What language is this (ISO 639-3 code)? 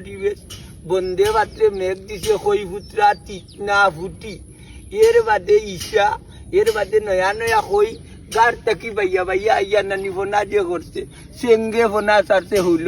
syl